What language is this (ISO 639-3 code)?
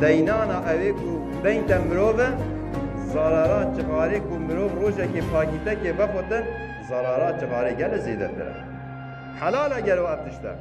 kur